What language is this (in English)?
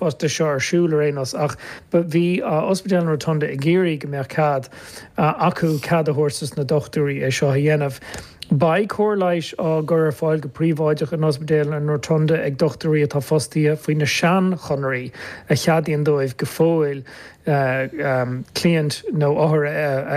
Irish